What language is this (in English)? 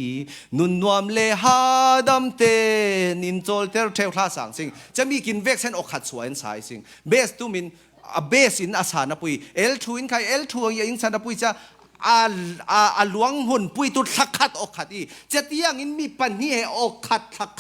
Falam Chin